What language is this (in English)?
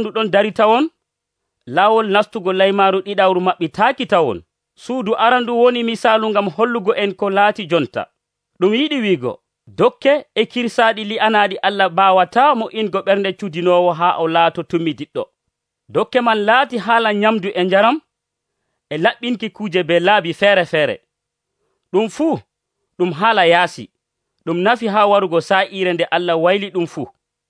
Nigerian Fulfulde